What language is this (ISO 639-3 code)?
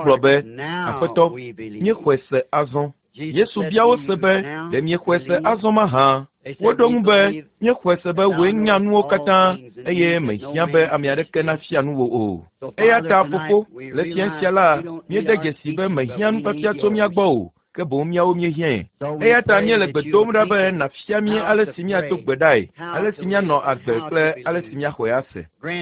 ewe